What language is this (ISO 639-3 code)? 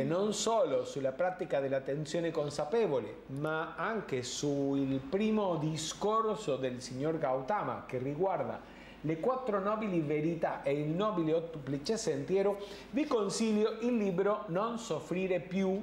ita